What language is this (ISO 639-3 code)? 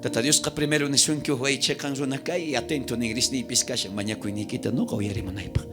quh